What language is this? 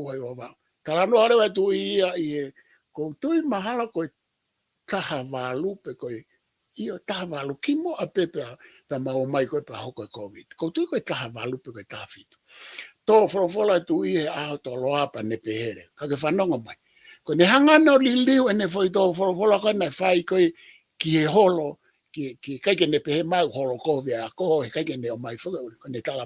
Tongan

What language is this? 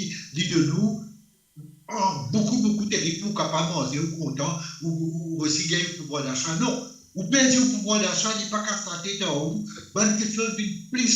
Morisyen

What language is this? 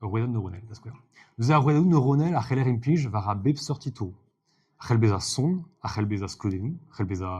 Breton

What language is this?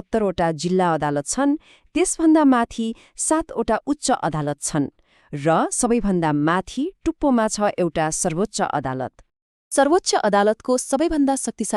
Nepali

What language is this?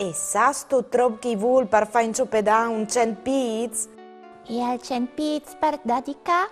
Friulian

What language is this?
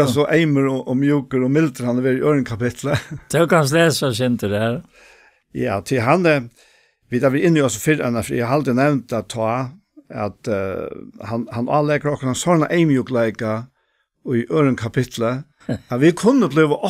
Faroese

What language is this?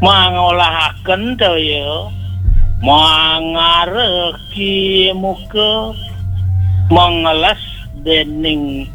Balinese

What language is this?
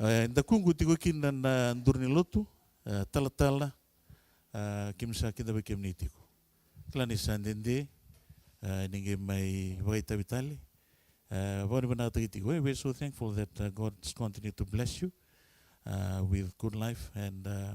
Fijian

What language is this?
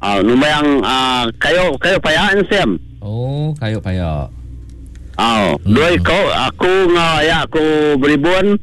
Iban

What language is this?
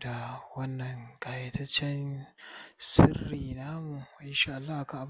Hausa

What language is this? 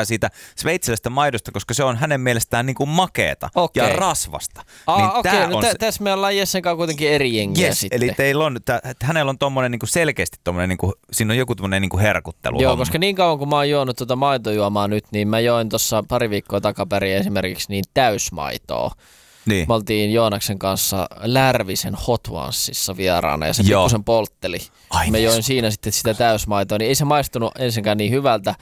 Finnish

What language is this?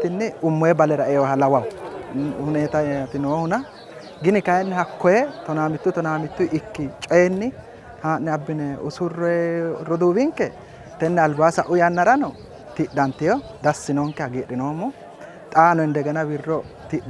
Sidamo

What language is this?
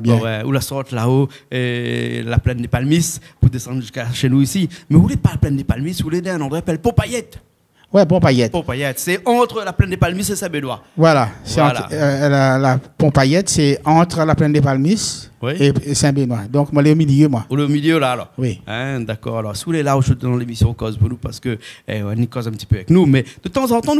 Réunion Creole French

